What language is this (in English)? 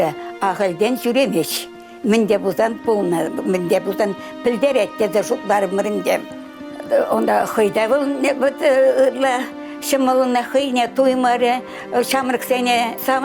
Chuvash